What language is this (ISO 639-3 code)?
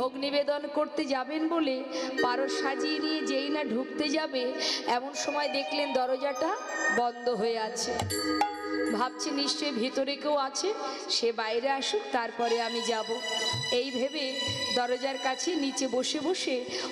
ben